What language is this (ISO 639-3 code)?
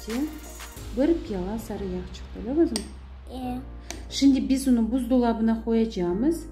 crh